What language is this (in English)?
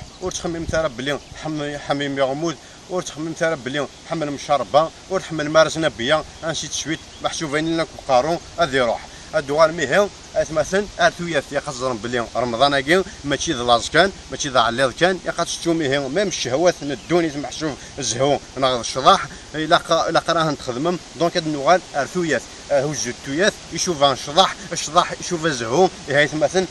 Kabyle